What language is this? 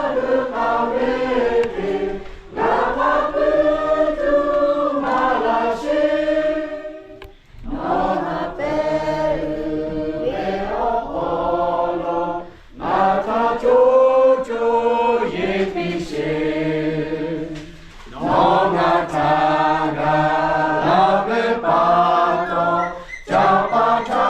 Lahu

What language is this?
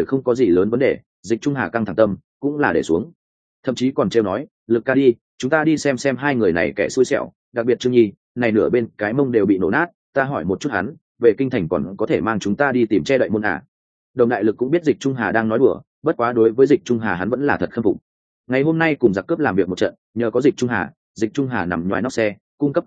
Vietnamese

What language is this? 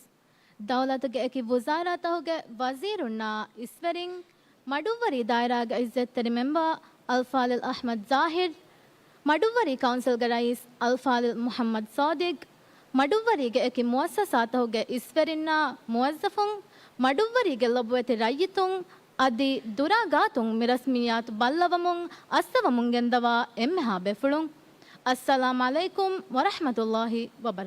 Divehi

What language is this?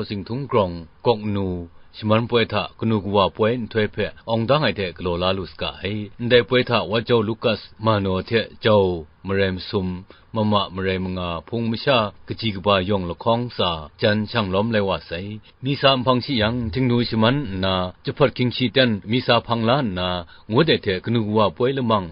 Kachin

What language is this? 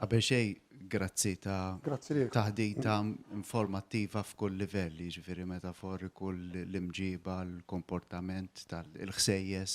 Maltese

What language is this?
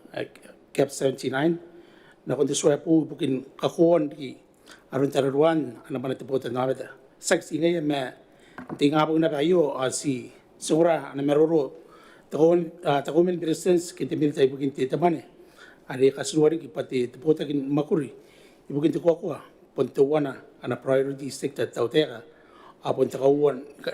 Gilbertese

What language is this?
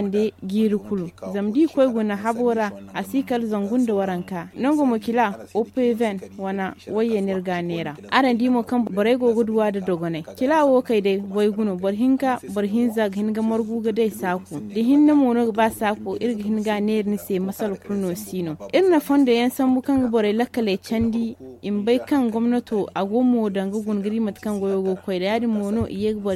Zarma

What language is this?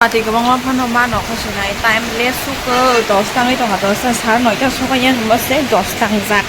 Kok Borok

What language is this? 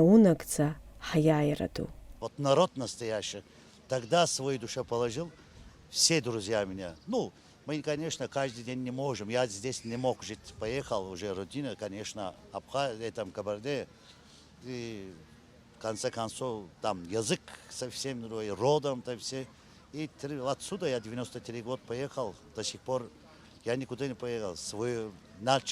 Abkhazian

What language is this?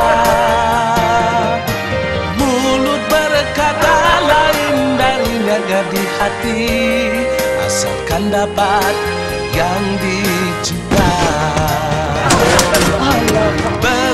Malay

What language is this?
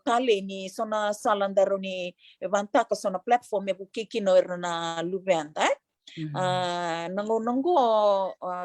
Fijian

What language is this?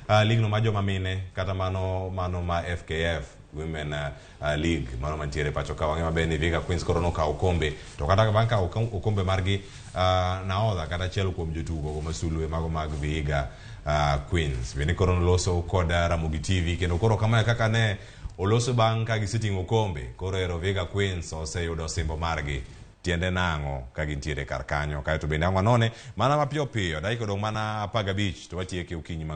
Luo (Kenya and Tanzania)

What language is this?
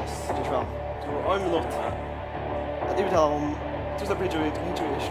Faroese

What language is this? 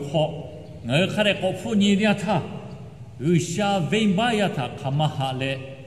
Lahu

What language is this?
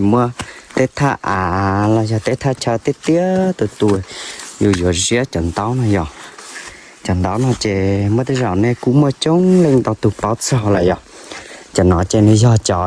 Hmong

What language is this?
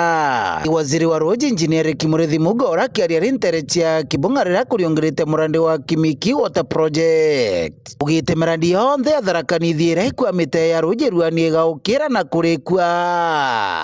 Meru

